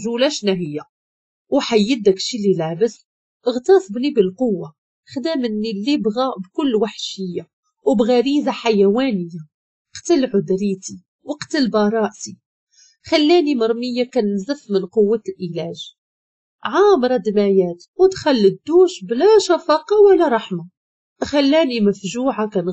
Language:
Moroccan Arabic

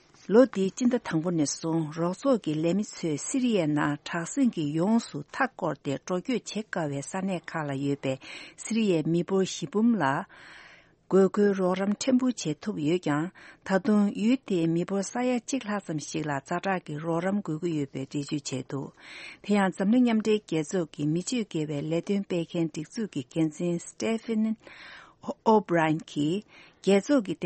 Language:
Tibetan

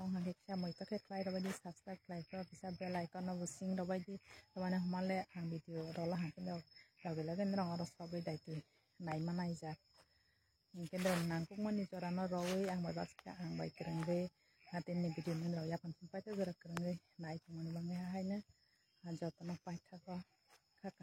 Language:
Kok Borok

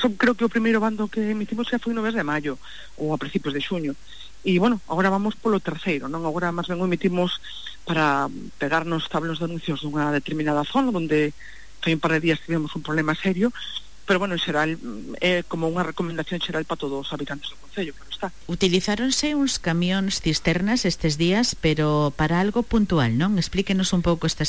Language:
Galician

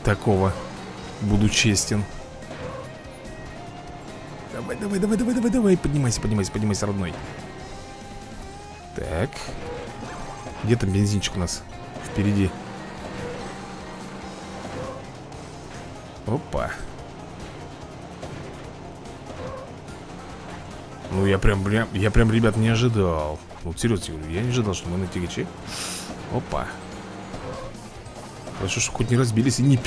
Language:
Russian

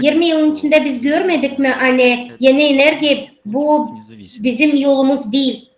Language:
Gagauz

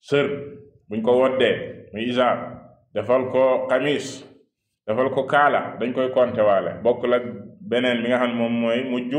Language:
Wolof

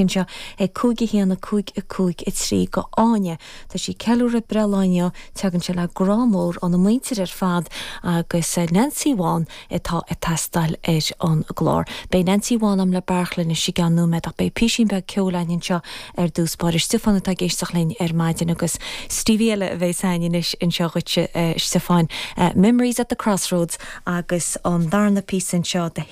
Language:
Irish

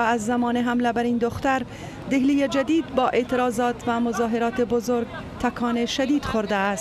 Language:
Persian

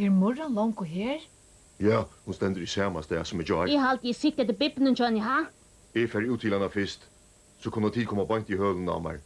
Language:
Faroese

